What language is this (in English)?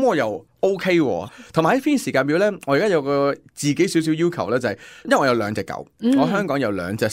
Cantonese